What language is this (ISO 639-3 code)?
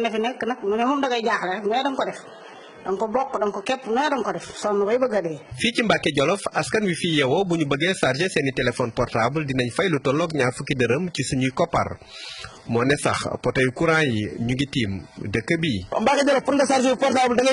wol